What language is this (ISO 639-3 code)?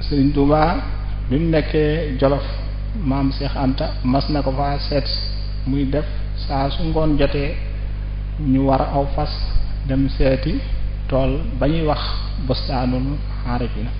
wol